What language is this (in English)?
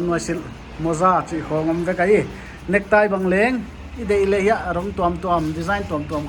Paite Chin